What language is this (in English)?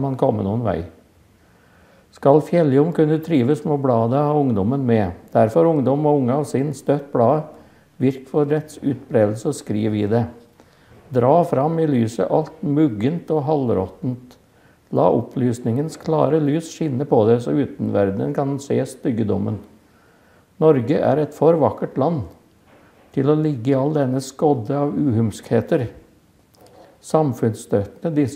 Norwegian